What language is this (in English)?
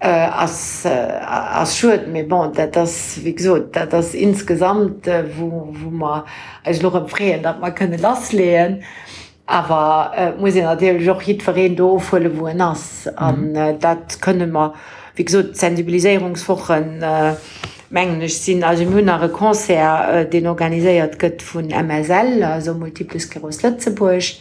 Luxembourgish